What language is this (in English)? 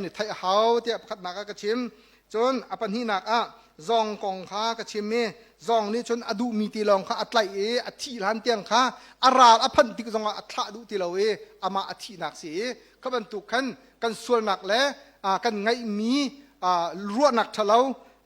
Hakha Chin